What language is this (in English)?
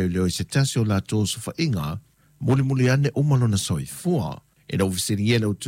Samoan